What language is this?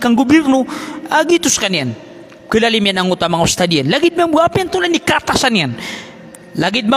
Maranao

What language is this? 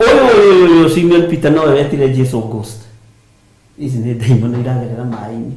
Kikuyu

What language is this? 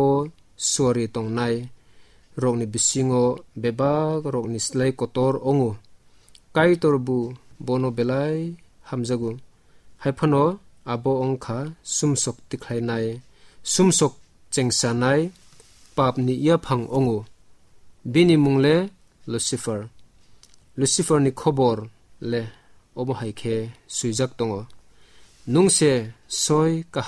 Kok Borok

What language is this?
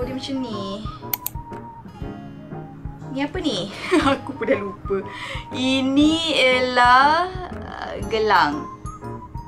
Malay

